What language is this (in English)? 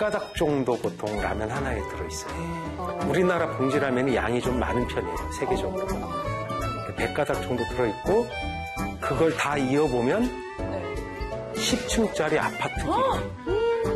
Korean